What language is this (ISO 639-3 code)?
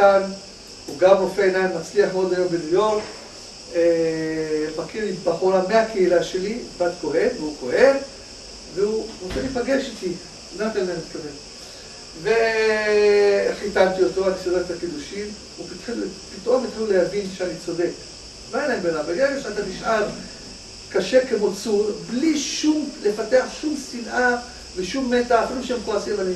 heb